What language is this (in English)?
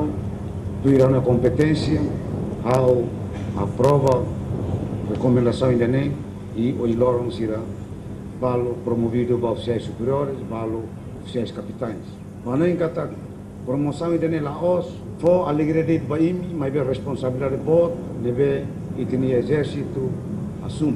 Tetum